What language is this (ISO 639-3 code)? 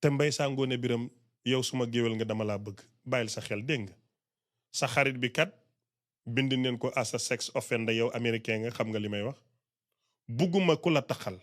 wol